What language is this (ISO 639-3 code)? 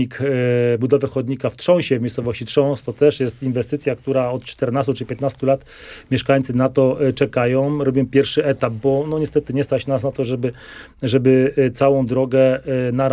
pol